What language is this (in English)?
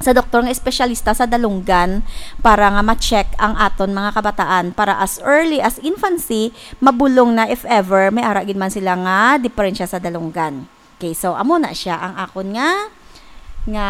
Hiligaynon